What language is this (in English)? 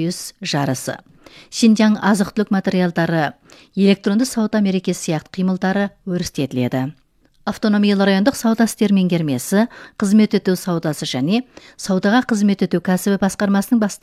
Kazakh